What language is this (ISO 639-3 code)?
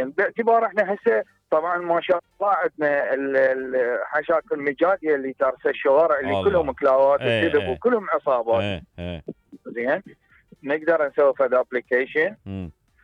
acm